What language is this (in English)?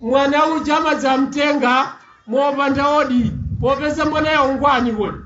Nyanja